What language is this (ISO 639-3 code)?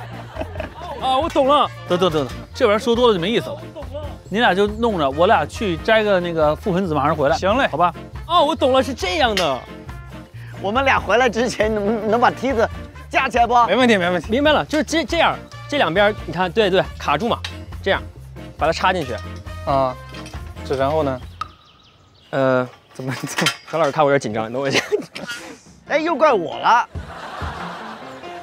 zho